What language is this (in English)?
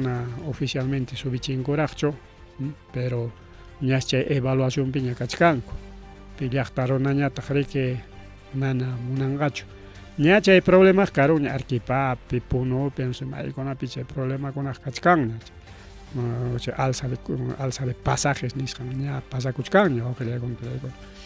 Ayacucho Quechua